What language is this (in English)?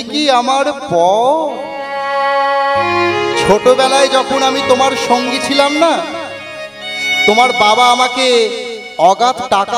Bangla